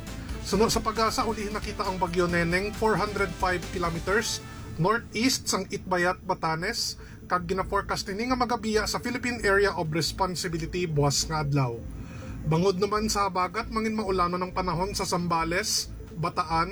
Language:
Hiligaynon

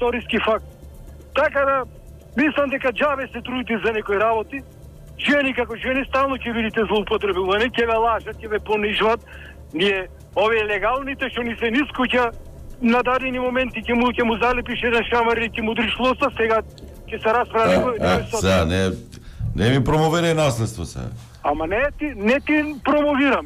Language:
Macedonian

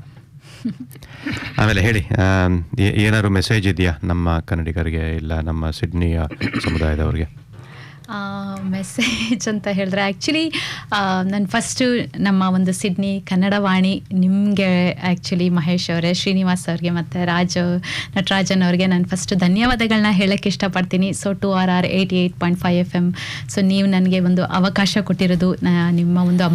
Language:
Kannada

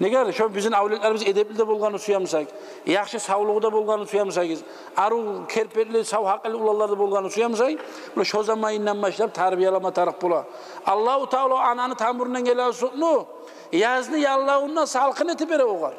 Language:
Kumyk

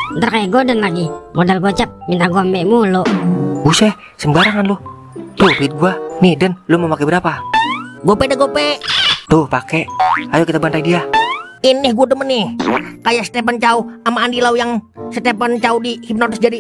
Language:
Betawi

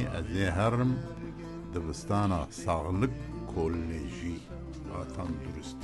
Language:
Kurdish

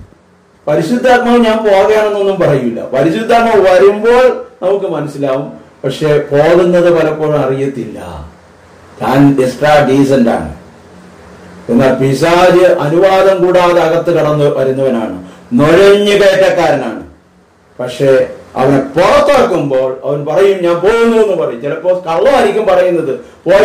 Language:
Malayalam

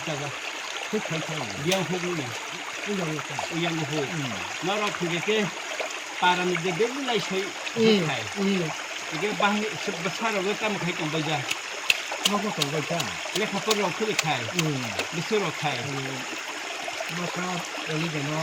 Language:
Kok Borok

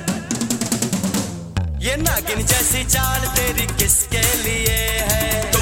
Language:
Hindi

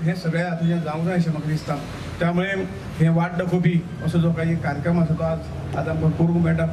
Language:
Konkani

